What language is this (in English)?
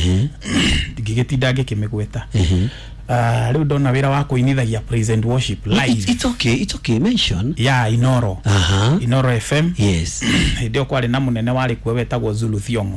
Kikuyu